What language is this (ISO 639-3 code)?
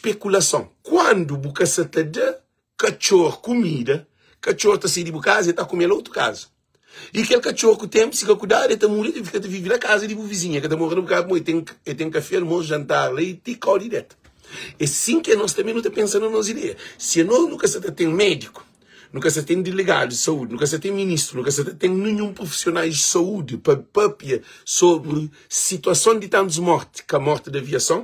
kea